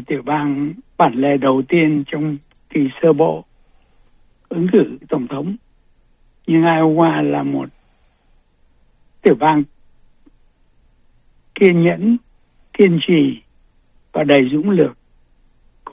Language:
Vietnamese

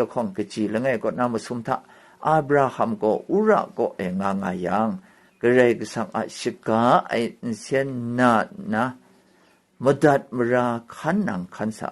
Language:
Kachin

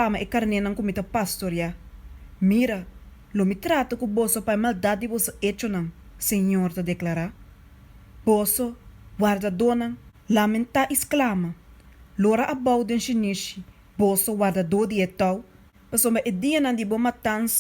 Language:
Papiamento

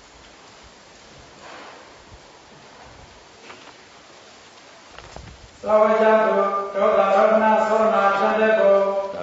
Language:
Burmese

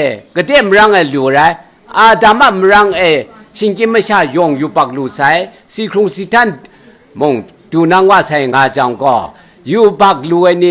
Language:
Kachin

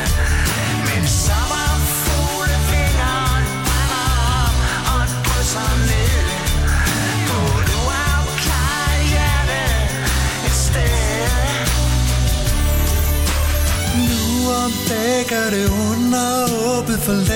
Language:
Danish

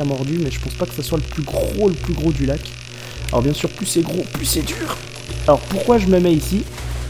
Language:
French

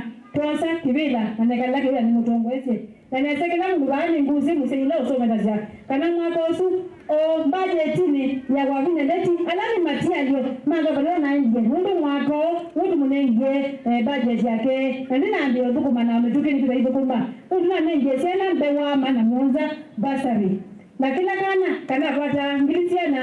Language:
Kamba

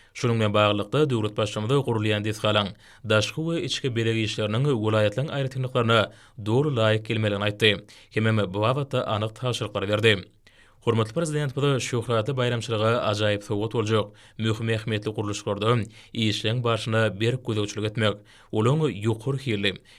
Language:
Turkmen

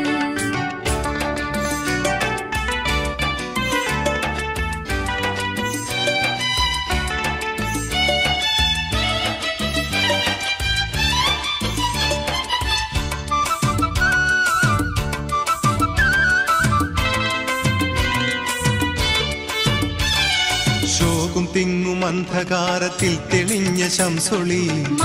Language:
Malayalam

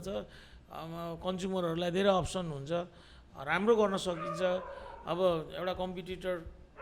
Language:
Nepali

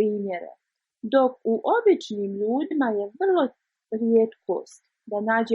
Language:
Bosnian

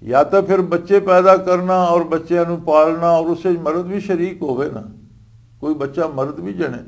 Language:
Western Panjabi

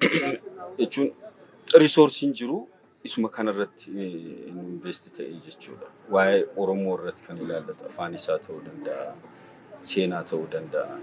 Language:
Oromo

